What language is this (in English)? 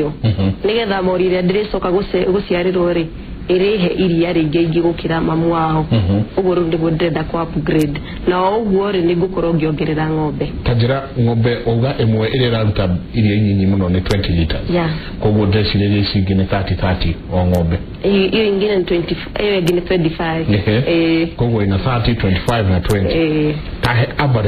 Kikuyu